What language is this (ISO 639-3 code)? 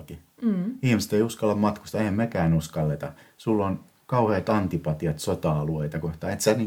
fin